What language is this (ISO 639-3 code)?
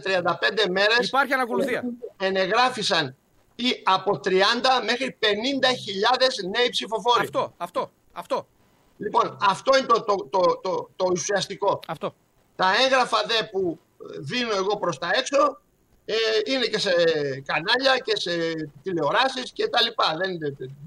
ell